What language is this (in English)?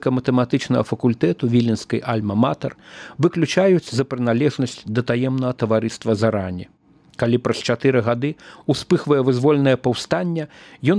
Belarusian